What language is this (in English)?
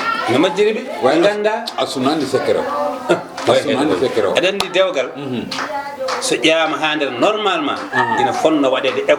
Fula